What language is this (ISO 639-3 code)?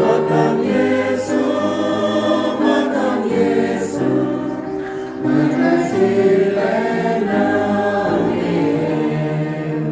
cmo